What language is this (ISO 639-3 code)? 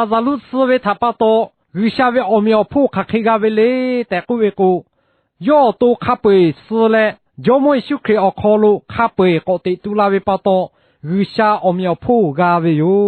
lhu